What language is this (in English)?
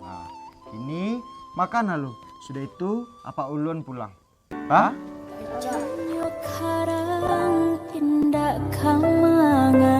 Minangkabau